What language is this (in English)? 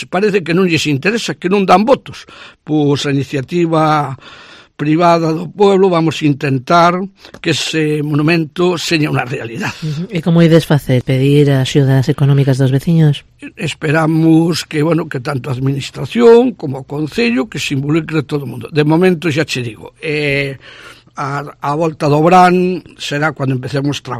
Galician